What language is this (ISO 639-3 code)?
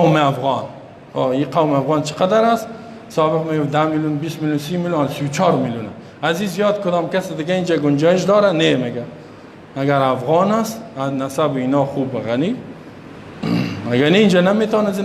fas